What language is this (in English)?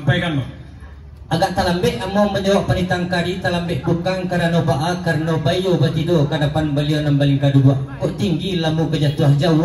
Minangkabau